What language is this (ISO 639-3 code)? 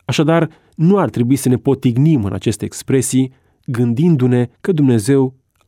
ron